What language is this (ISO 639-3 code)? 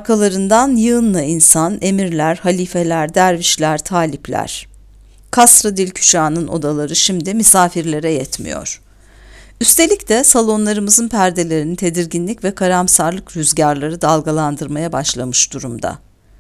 tur